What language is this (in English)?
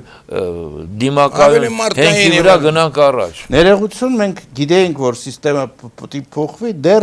Armenian